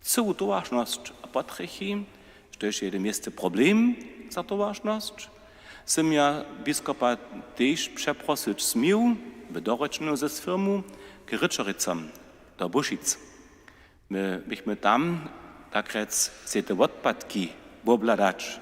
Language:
Upper Sorbian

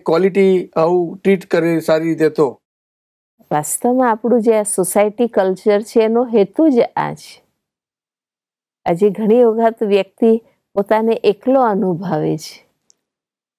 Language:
Gujarati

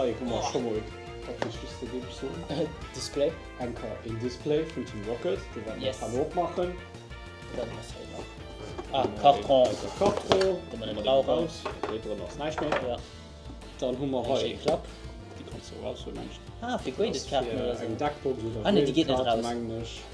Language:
Luxembourgish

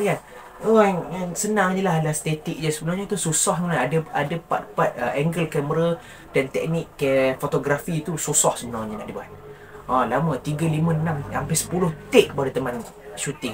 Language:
Malay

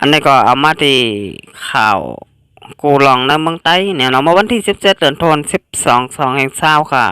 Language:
Shan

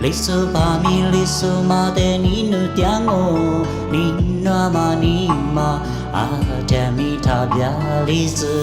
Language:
Lisu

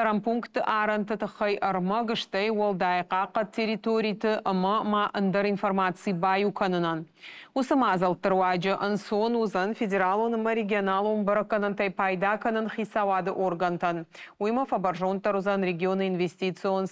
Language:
Ossetic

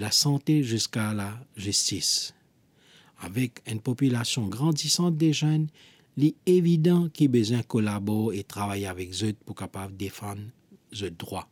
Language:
Morisyen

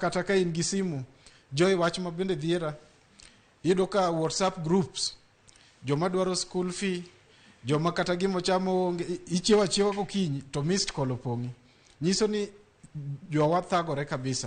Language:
Luo (Kenya and Tanzania)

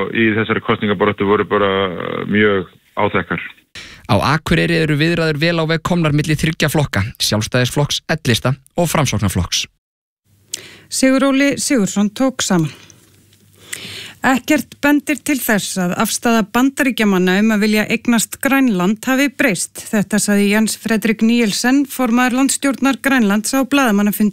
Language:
Icelandic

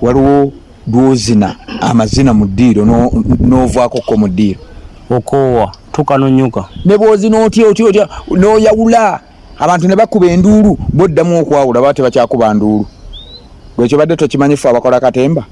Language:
Ganda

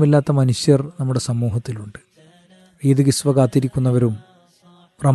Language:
Malayalam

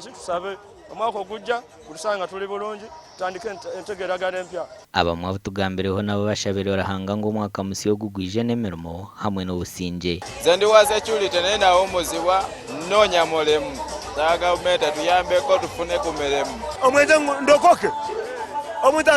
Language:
Nyankole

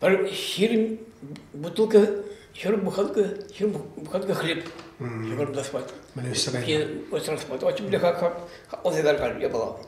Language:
Chuvash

